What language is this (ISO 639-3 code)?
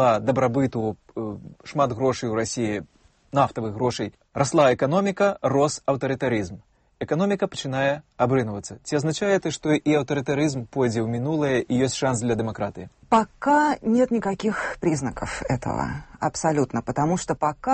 bel